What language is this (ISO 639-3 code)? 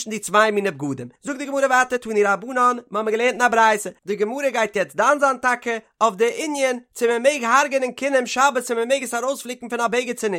yid